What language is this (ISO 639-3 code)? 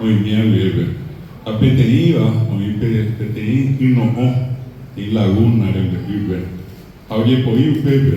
grn